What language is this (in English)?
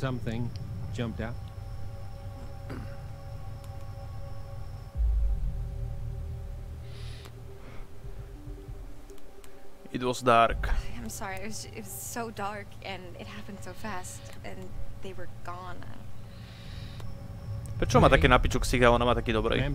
Slovak